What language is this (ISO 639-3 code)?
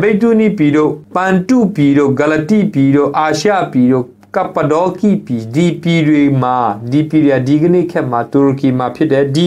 mya